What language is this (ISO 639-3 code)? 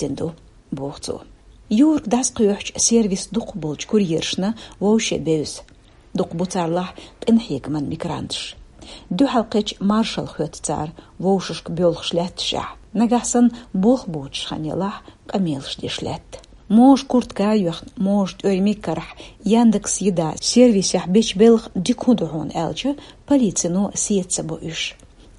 che